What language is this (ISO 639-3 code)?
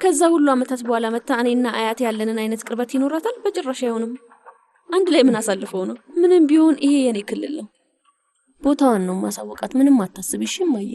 amh